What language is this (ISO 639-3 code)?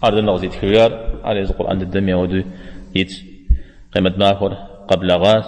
kbd